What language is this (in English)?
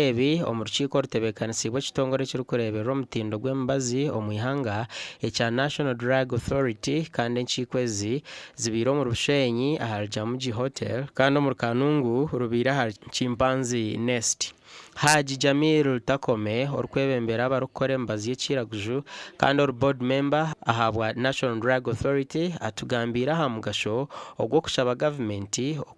Nyankole